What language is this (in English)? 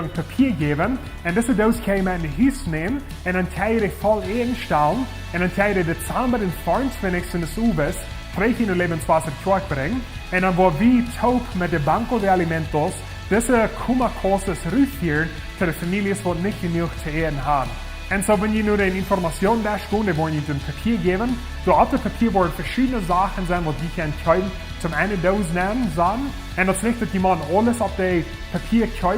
Plautdietsch